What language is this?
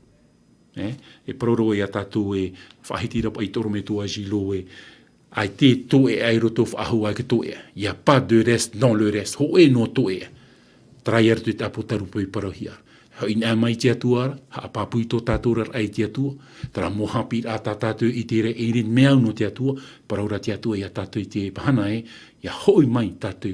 Tahitian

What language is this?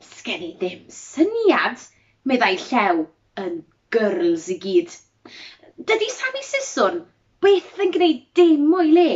Welsh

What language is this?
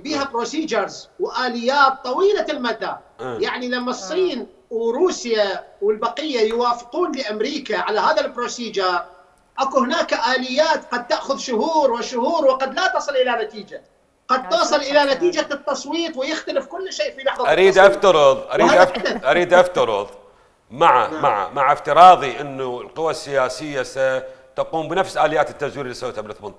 Mesopotamian Arabic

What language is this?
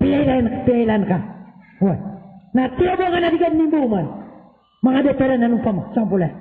Maranao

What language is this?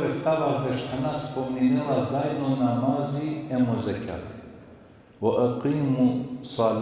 Balkan Romani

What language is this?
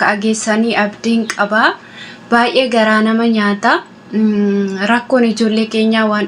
Oromo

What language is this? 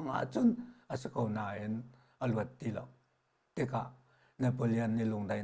Hakha Chin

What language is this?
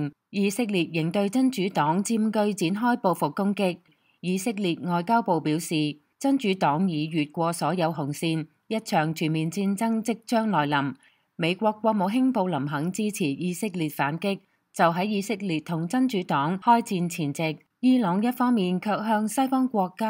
Cantonese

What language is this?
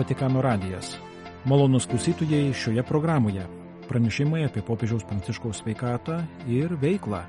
Lithuanian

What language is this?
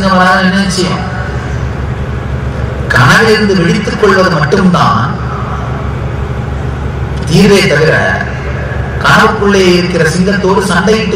Tamil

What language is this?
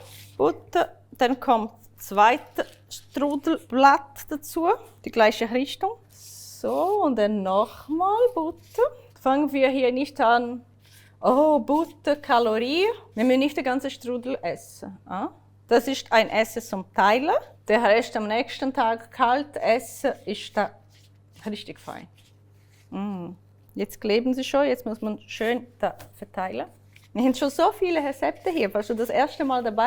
Swiss German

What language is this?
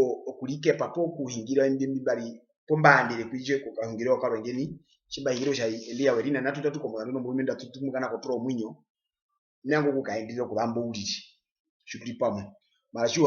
Herero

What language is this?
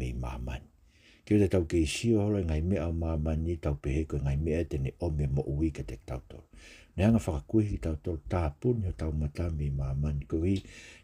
Tongan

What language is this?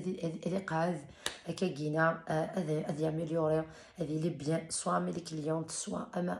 Kabyle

